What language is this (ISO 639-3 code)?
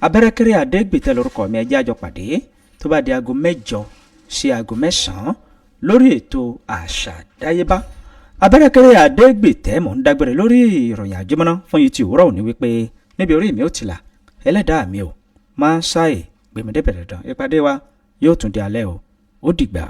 yor